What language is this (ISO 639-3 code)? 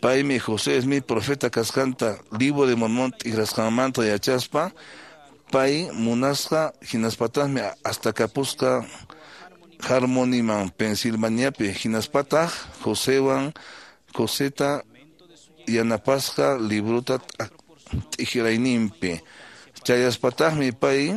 que